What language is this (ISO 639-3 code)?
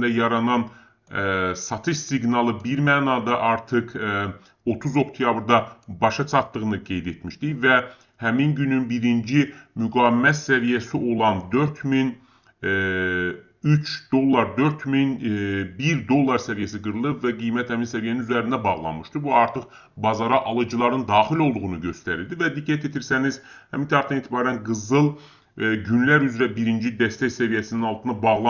aze